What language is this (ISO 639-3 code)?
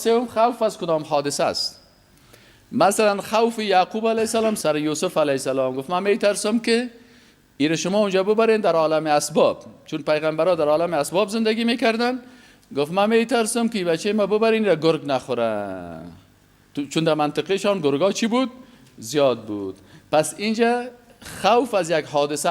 fas